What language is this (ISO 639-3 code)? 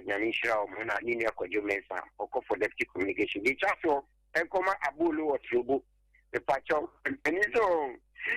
aka